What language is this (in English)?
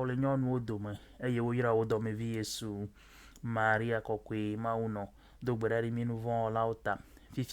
Ewe